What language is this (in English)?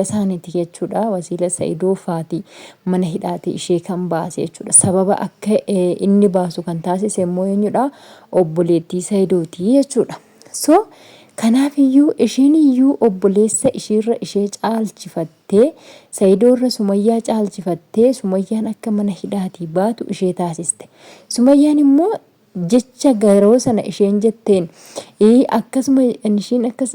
Oromo